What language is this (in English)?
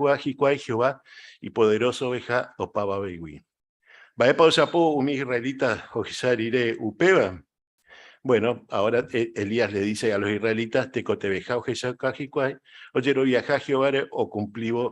Guarani